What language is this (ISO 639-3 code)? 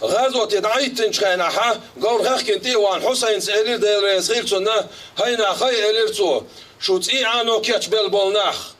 che